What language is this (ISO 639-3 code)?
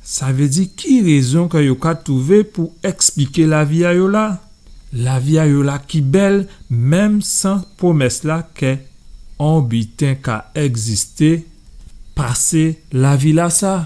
gcf